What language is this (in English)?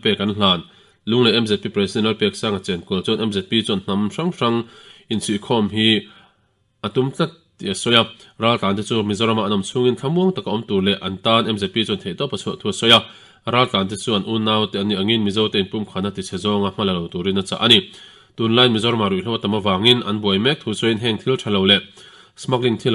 Mizo